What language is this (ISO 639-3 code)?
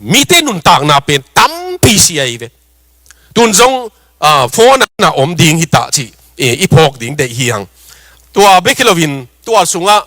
ctd